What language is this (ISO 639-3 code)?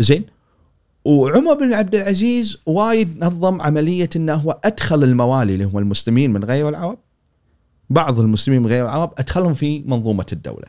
afb